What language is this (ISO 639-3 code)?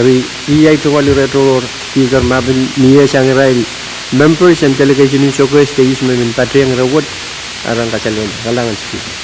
pon